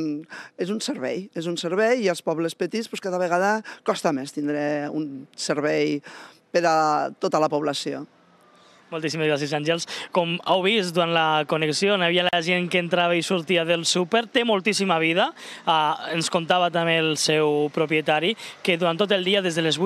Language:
Catalan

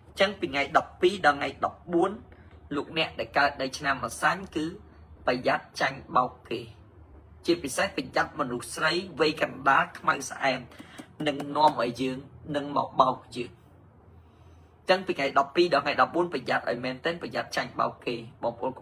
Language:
Khmer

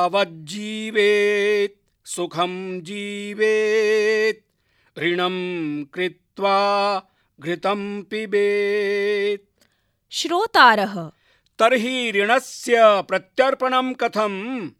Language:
Sanskrit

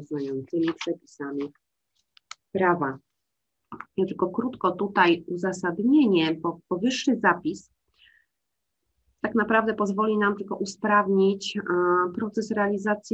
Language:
Polish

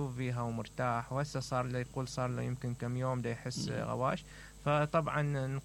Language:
Mesopotamian Arabic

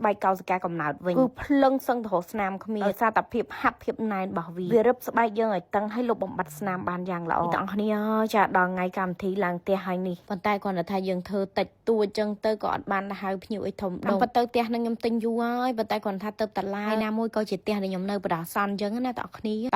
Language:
Khmer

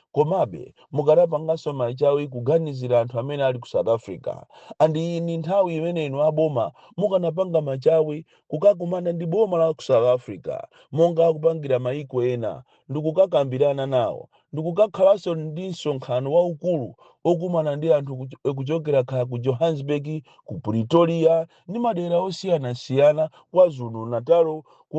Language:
Nyanja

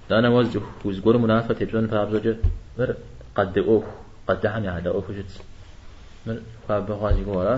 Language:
Kabardian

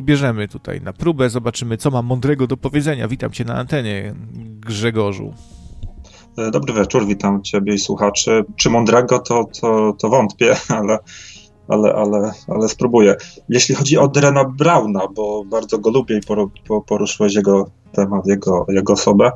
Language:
Polish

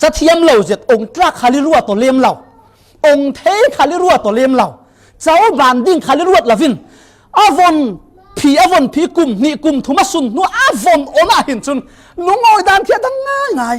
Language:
Falam Chin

